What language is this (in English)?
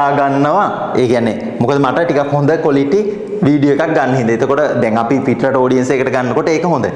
Sinhala